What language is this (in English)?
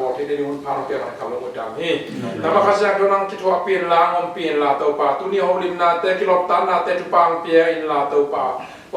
Tedim Chin